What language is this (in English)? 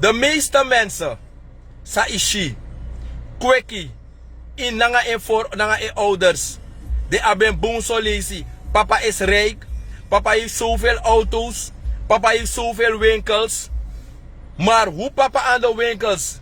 Sranan Tongo